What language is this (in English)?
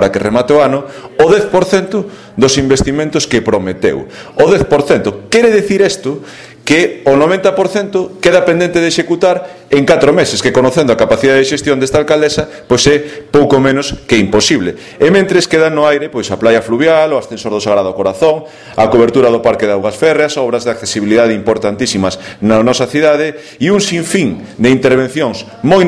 Galician